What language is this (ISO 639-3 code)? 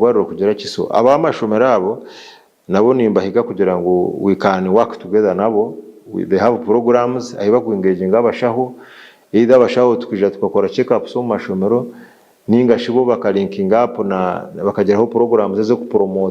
nyn